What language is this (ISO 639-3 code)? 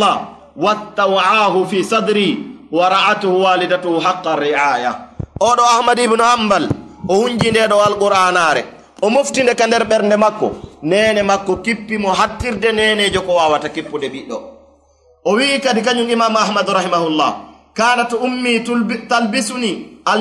ful